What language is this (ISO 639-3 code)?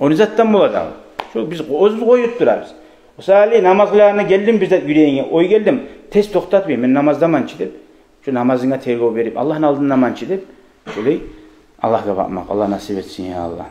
kum